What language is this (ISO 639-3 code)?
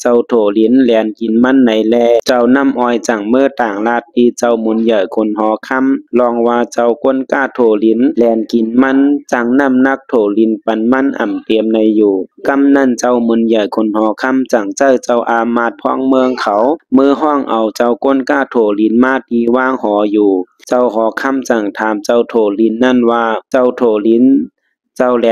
shn